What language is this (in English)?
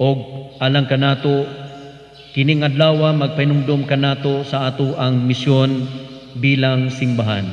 Cebuano